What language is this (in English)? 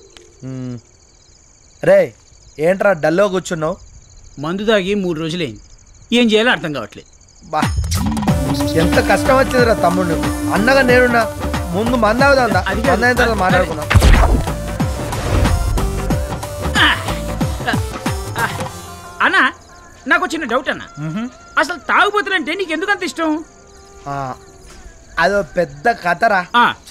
Telugu